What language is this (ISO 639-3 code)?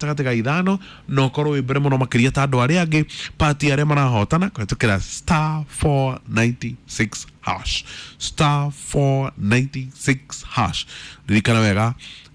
kik